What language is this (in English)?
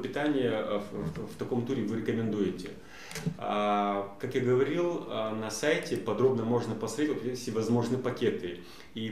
Russian